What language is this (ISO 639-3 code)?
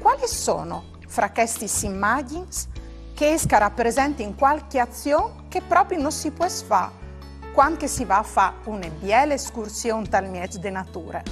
fur